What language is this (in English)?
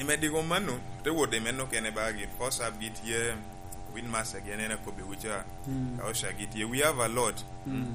Lango (Uganda)